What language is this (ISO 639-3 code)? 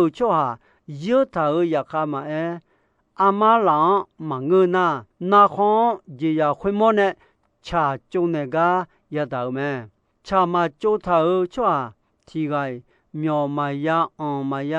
ahk